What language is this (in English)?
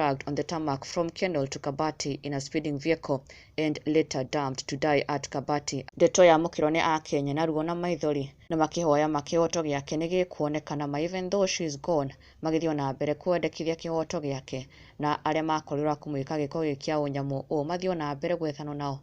Kikuyu